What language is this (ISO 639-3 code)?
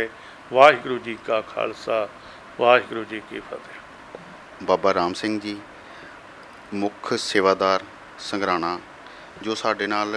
pan